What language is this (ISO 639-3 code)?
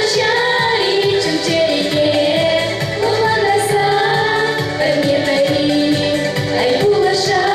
chv